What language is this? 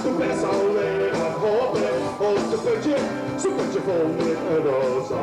Limburgish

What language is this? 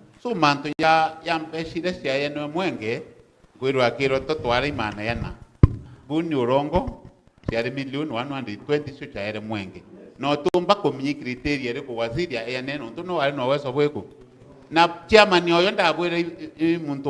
Meru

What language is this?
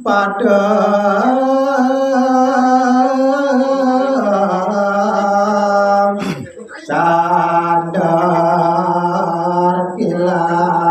Balinese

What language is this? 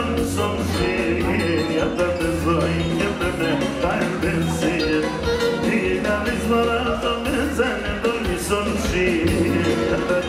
Greek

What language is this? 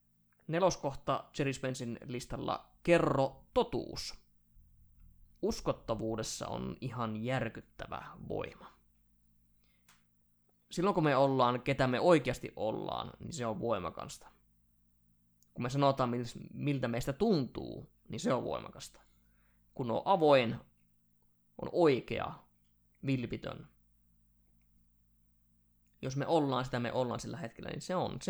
Finnish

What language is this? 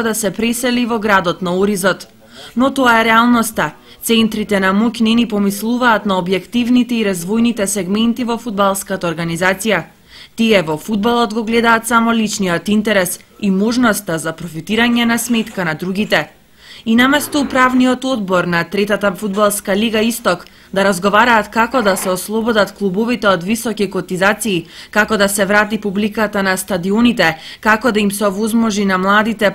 Macedonian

